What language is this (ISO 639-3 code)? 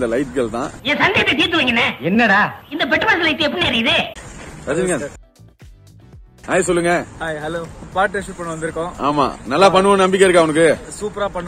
tam